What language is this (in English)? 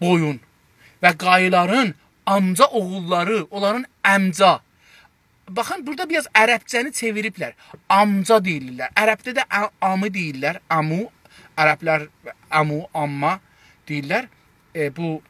South Azerbaijani